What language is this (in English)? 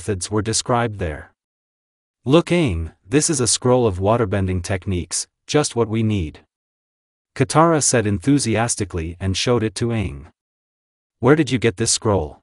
English